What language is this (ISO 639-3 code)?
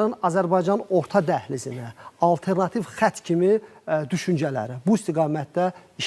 aze